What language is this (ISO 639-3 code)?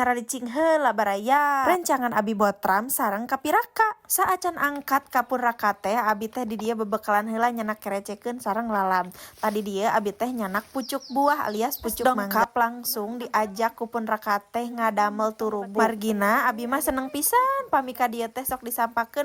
sun